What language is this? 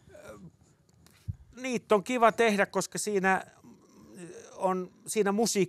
Finnish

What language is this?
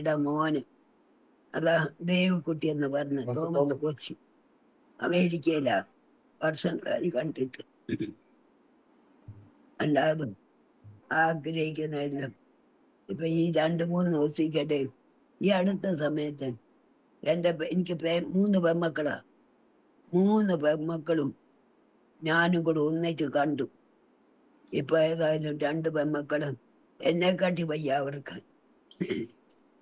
Malayalam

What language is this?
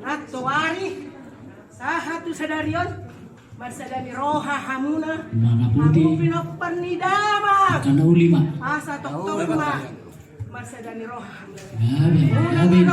Batak Toba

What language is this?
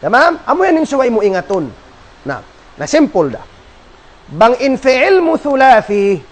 Tausug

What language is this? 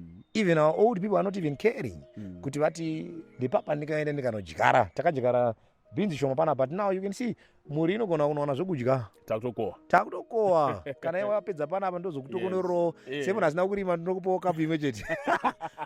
Shona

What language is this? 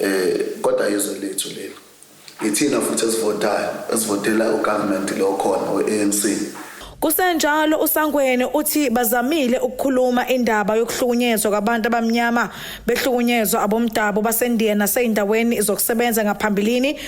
Zulu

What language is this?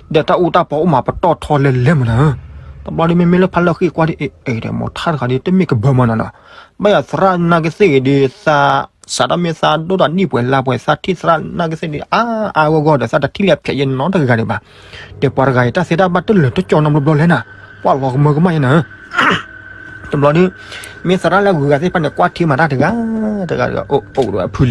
S'gaw Karen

